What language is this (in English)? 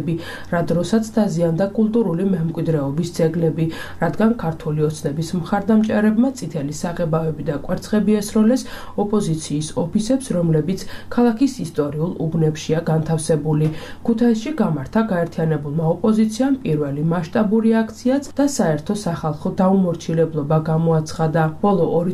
Georgian